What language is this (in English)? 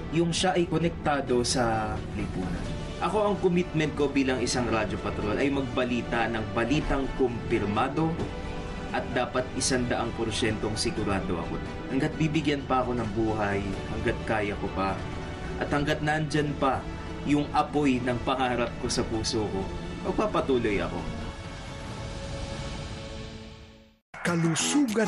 Filipino